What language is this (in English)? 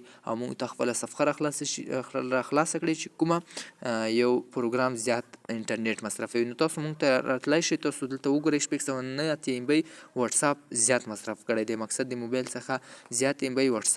Pashto